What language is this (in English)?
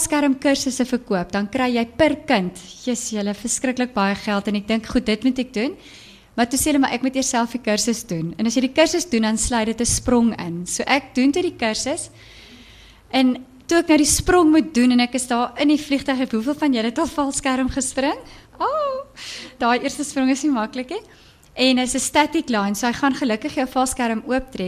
Afrikaans